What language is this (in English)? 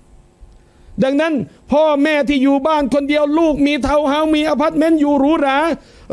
Thai